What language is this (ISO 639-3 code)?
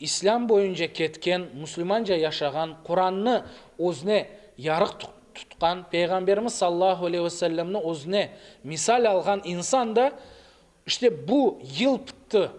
crh